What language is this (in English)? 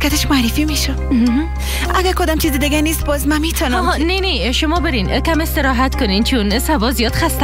Persian